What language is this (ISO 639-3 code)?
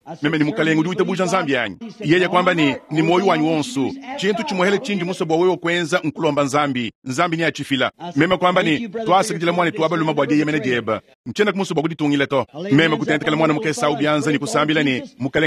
lua